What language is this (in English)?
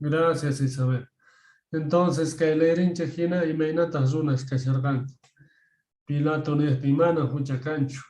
Quechua